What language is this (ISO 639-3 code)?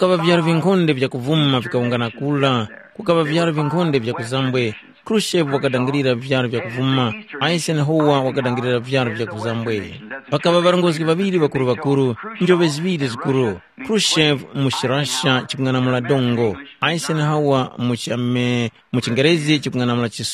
tum